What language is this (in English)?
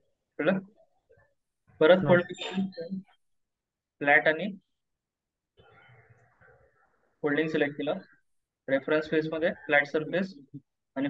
Marathi